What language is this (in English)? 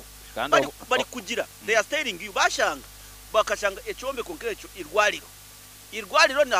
Nyankole